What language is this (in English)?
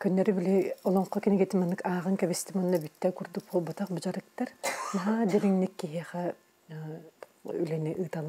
Yakut